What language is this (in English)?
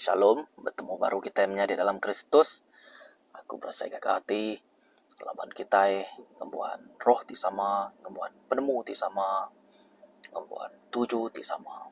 Iban